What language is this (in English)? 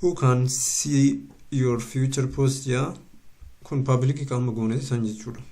Oromo